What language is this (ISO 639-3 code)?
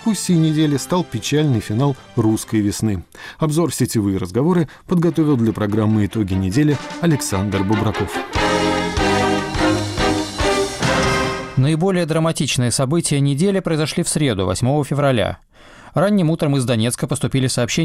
rus